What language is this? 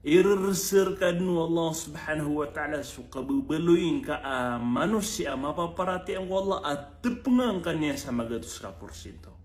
Maranao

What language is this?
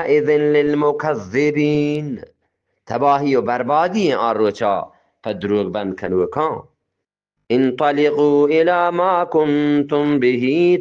Eastern Balochi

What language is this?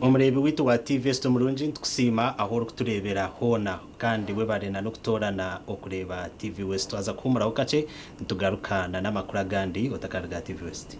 Nyankole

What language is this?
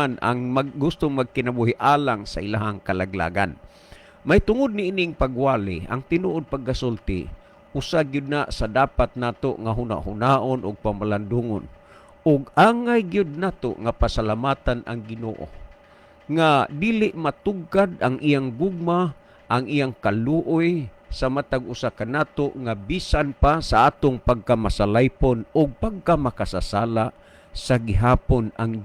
Cebuano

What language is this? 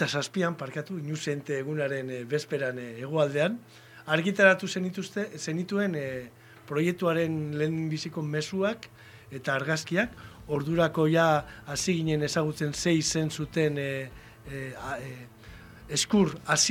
Basque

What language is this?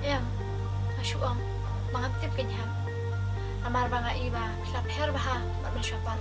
Khasi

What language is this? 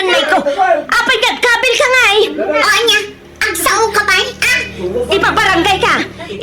Iloko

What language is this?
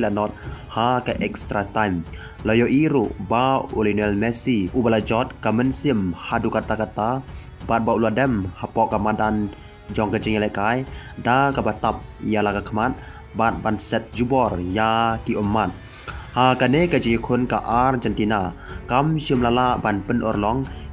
Khasi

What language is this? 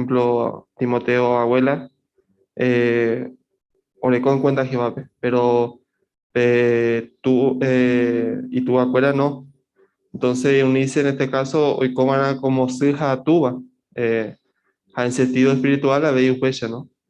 Guarani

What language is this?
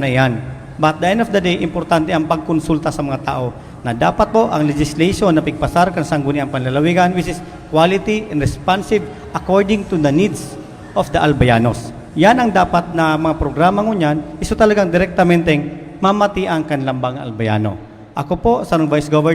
Bikol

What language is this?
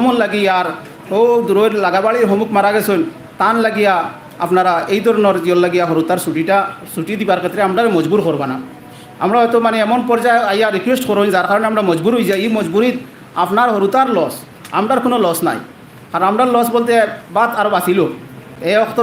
Sylheti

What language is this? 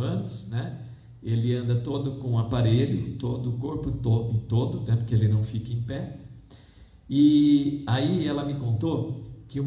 Portuguese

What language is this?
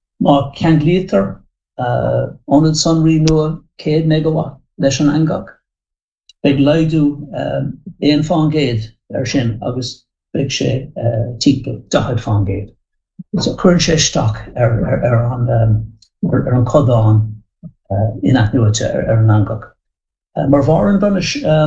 Irish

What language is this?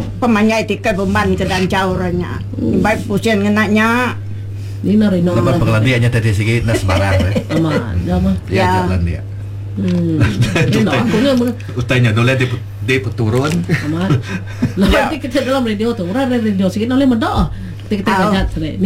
Iban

